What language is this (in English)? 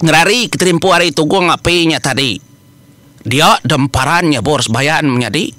Iban